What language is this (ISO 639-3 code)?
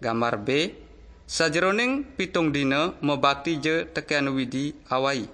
ban